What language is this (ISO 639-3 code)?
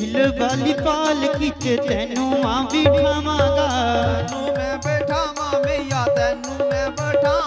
doi